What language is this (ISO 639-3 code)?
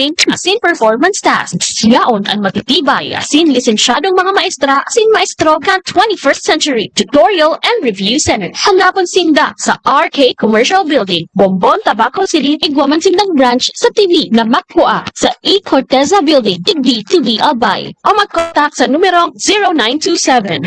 bik